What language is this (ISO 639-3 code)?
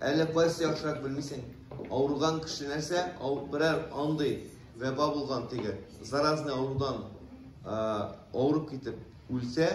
tat